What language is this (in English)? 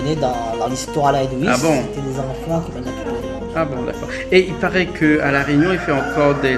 Réunion Creole French